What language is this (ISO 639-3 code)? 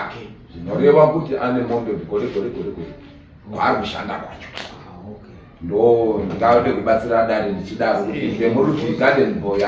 sna